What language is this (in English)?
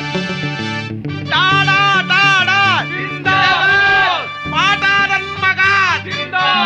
Kannada